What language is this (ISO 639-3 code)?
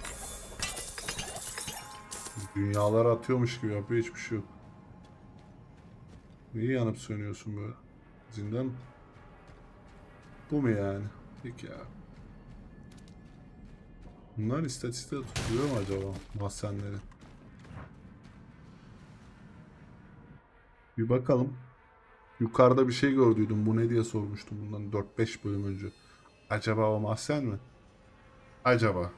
tur